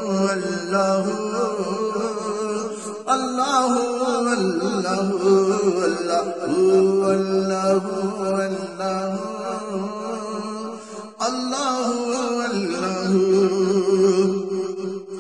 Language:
Urdu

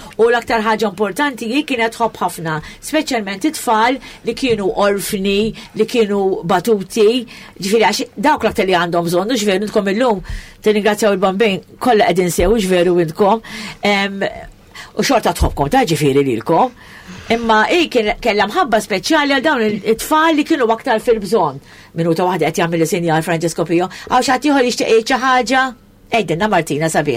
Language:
Maltese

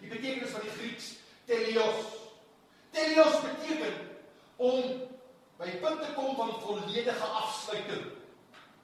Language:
Afrikaans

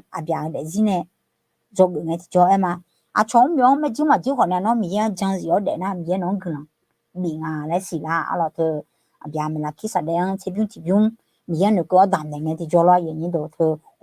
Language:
Akha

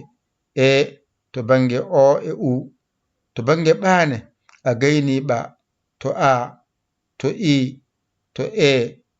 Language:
Fula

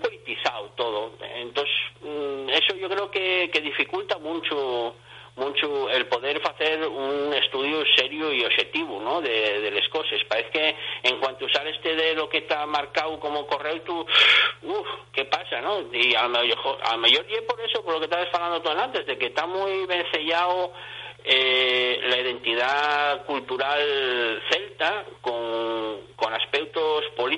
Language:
Asturian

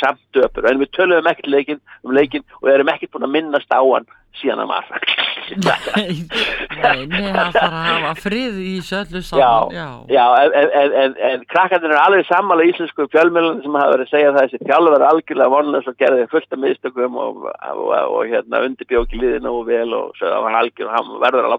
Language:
Icelandic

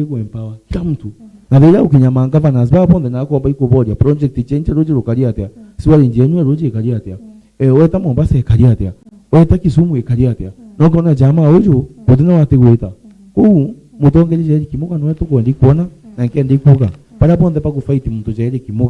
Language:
Meru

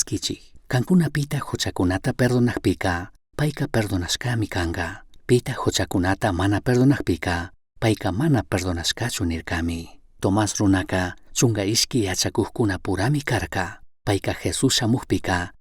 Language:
Chimborazo Highland Quichua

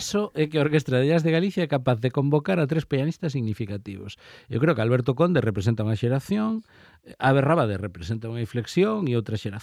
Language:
Galician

